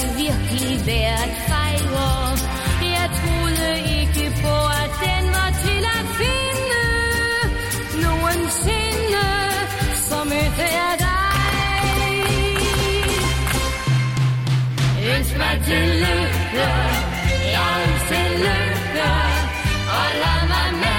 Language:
Danish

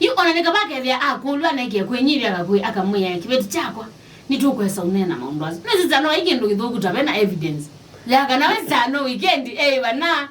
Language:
Kamba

